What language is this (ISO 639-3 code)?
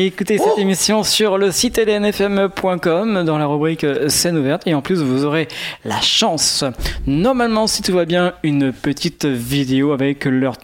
fra